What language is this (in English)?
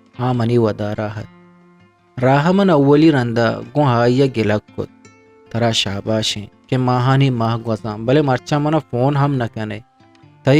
Eastern Balochi